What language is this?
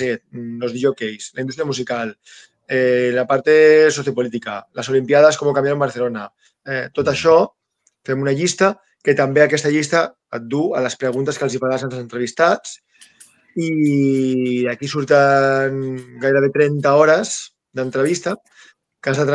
Catalan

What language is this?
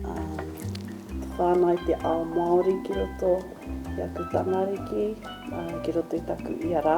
Māori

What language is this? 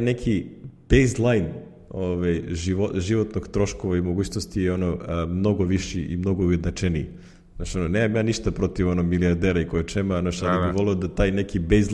Serbian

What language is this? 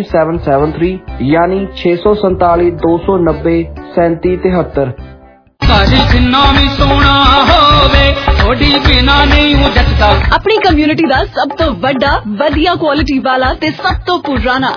Punjabi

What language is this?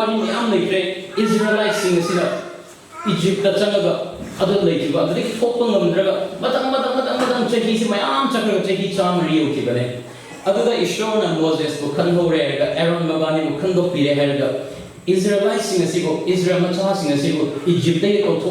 Manipuri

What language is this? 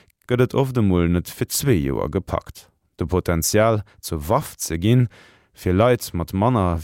Luxembourgish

